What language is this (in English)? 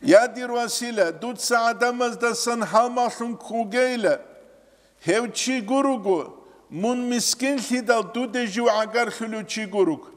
Avaric